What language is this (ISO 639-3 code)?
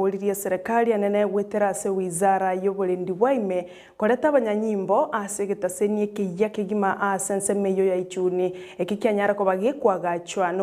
guz